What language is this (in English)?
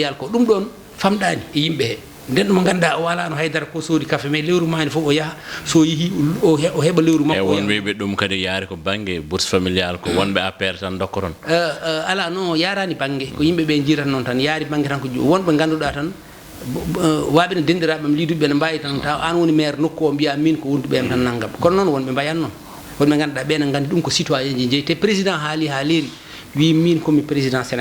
Fula